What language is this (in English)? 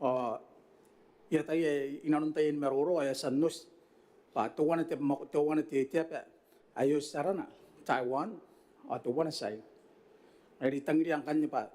Gilbertese